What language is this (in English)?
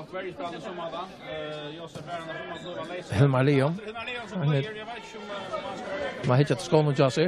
Faroese